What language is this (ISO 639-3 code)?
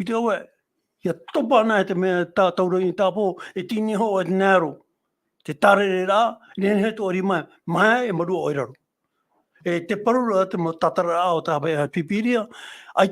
tah